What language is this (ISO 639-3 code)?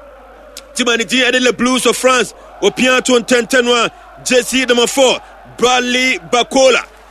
aka